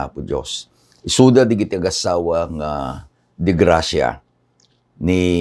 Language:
Iloko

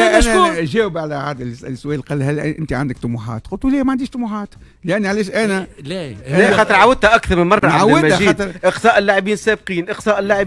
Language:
Tunisian Arabic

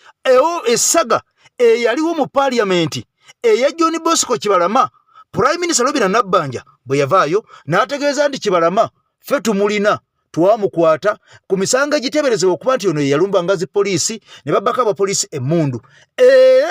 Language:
Ganda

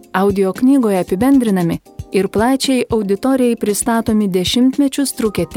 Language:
Lithuanian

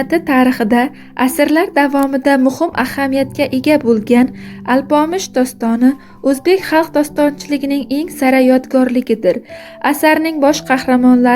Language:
Uzbek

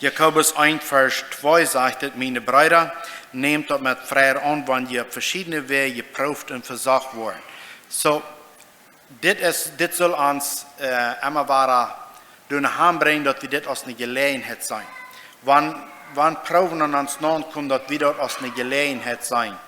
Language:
Plautdietsch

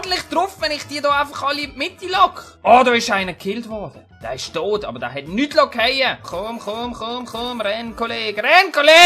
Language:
Swiss German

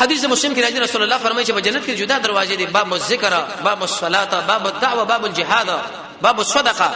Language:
Pashto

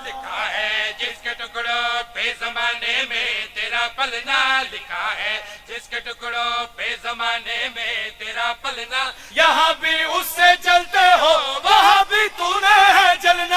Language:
Pahari-Potwari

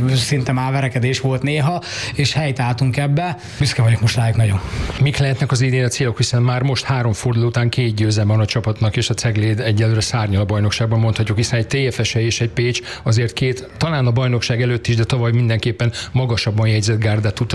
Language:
Hungarian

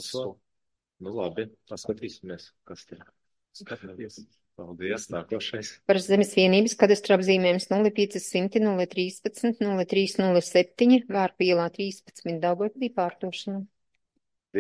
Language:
Latvian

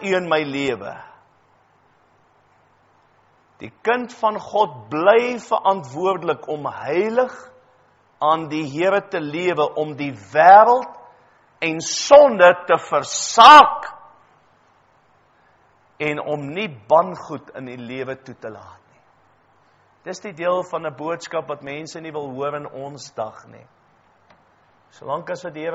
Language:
Afrikaans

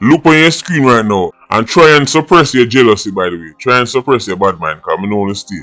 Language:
Jamaican Creole English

